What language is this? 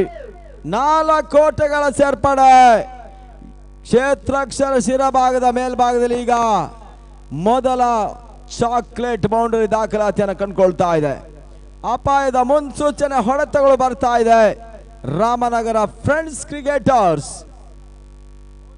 Kannada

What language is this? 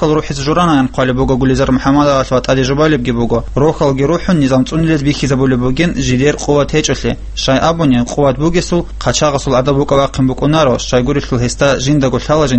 Avaric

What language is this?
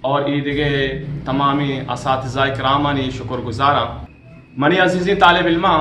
Eastern Balochi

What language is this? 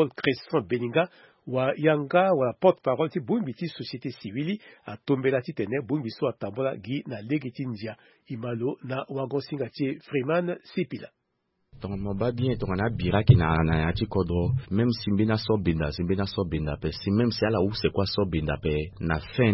Sango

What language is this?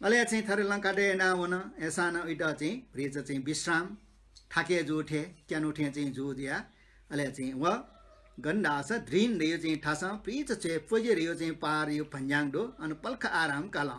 Newari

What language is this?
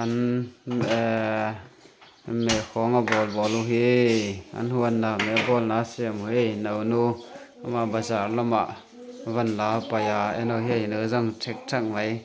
Tedim Chin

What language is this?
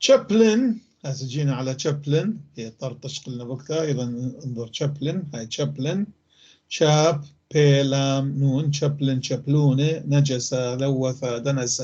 North Levantine Arabic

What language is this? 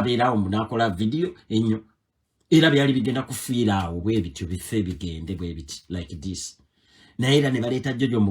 Ganda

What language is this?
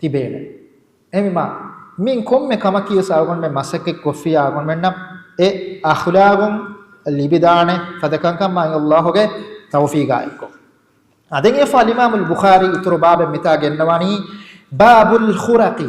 Divehi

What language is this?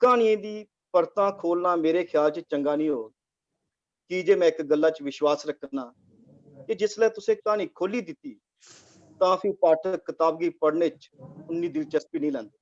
Dogri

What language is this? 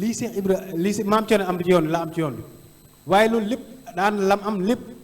Wolof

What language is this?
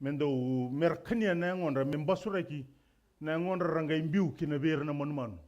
Fijian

